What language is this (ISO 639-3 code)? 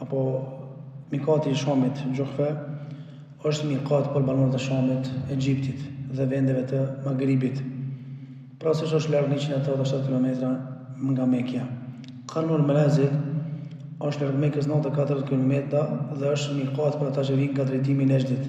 sqi